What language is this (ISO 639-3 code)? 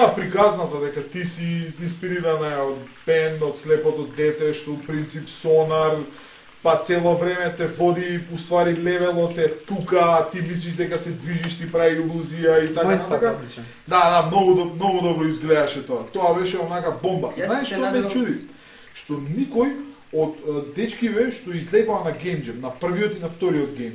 mkd